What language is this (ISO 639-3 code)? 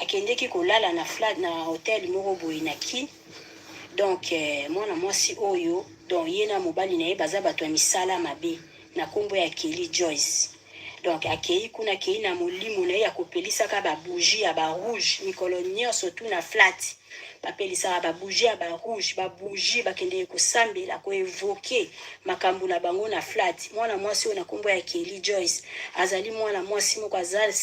lin